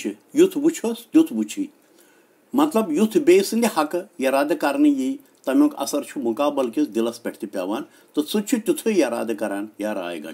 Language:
Kashmiri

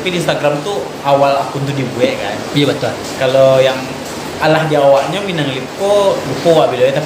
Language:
Minangkabau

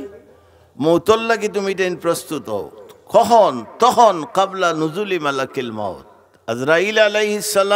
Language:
Sylheti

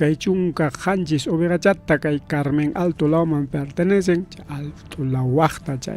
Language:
Ayacucho Quechua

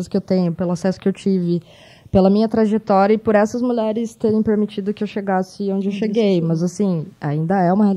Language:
Portuguese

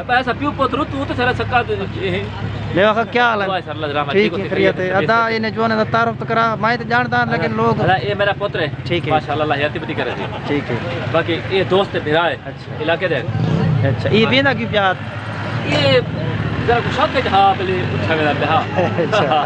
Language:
Saraiki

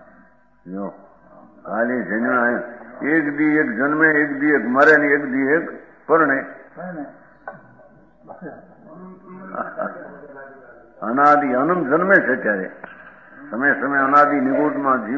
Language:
Gujarati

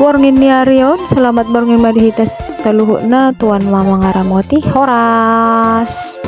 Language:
Batak Toba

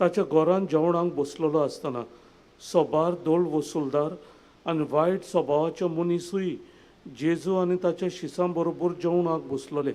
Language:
Konkani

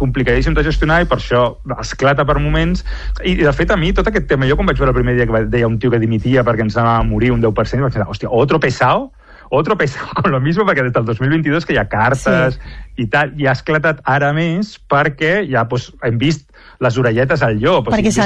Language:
Catalan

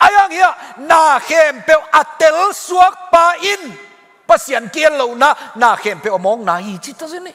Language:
Tedim Chin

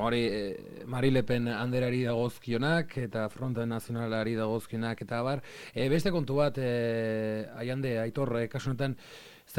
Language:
Basque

